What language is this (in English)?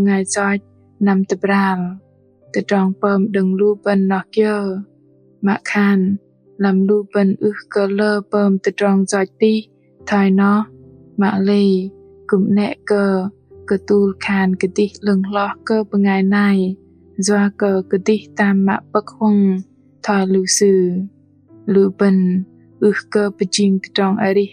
Bahnar